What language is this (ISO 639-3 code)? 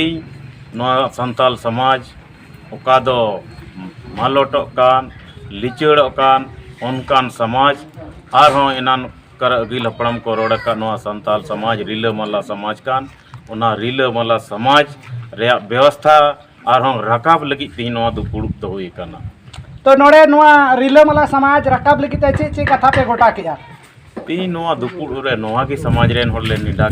sat